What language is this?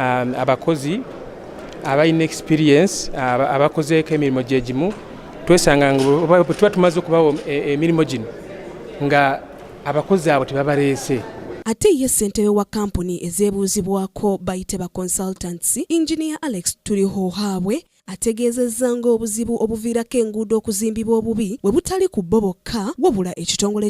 Ganda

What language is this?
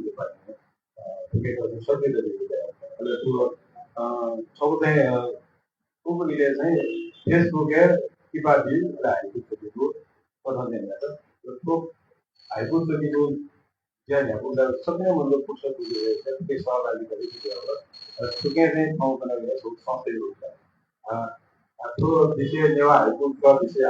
Newari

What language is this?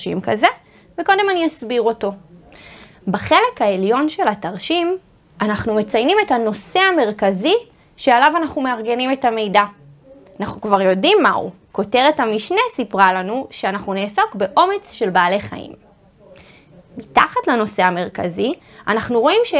Hebrew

